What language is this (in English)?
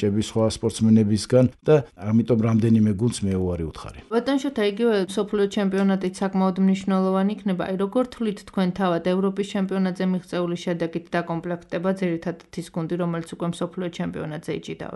Georgian